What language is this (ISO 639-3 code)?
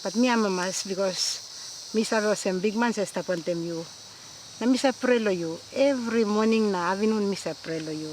tpi